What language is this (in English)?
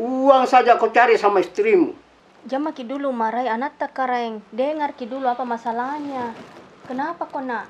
Makassar Malay